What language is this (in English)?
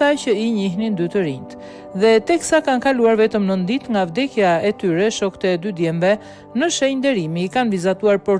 Albanian